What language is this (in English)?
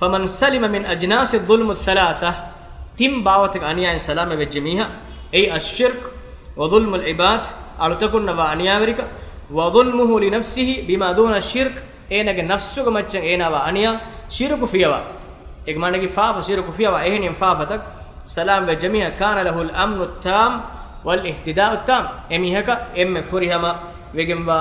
Divehi